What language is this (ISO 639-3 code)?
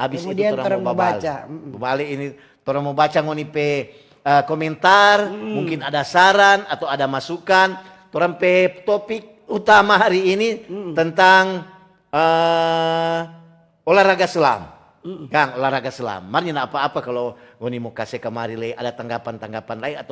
xmm